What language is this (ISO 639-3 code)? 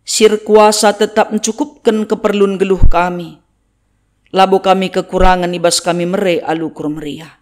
btx